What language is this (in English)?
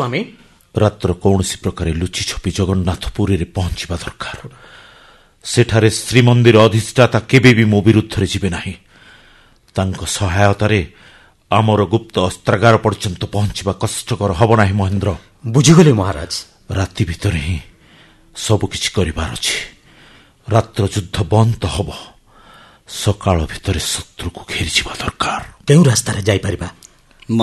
Odia